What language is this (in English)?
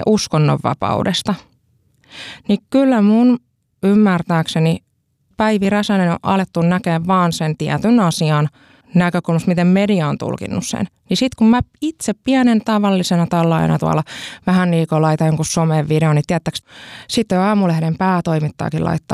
Finnish